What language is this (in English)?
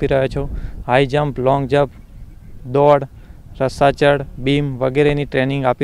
Gujarati